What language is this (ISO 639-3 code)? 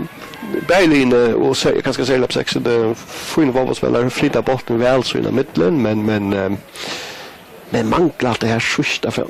fao